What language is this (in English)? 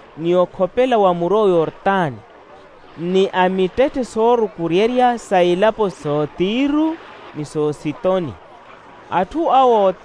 Makhuwa